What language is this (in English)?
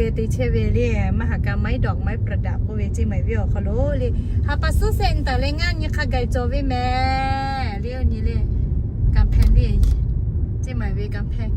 Lahu